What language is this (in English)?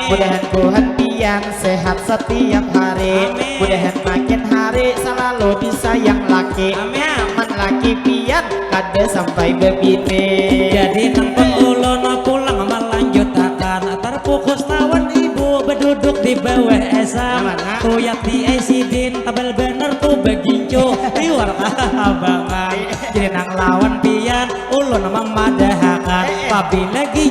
Banjar